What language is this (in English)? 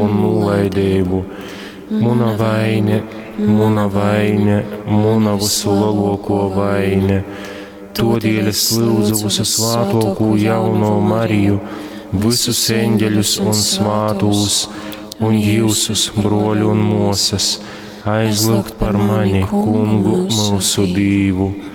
Latgalian